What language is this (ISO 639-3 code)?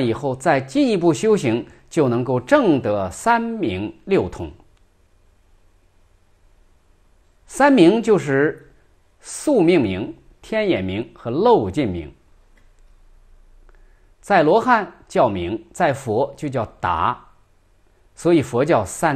zho